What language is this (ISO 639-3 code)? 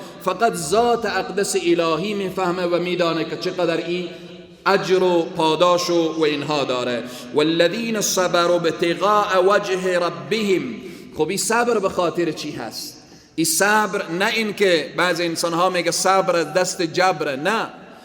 fas